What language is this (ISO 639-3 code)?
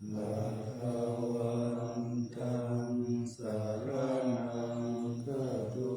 pli